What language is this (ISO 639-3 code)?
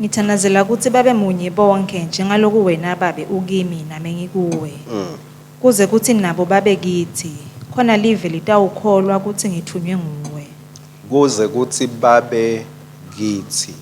ssw